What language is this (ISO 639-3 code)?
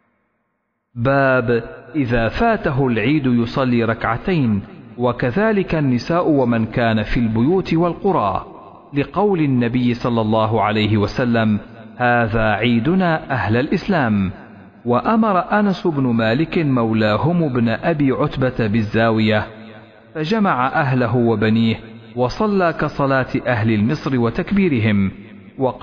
ara